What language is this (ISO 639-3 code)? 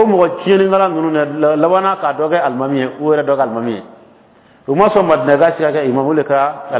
dyu